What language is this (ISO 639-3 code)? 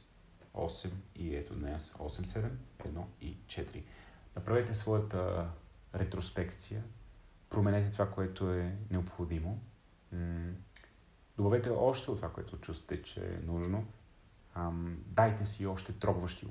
bul